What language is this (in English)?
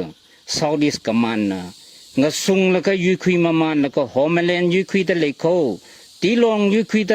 Tangkhul Naga (India)